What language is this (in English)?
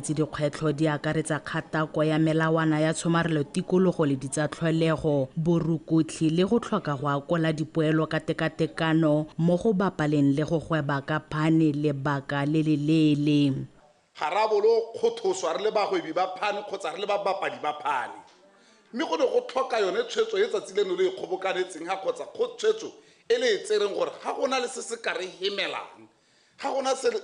Tswana